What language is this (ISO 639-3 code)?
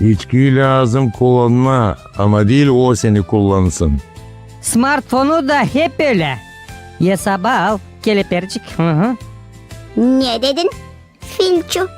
gag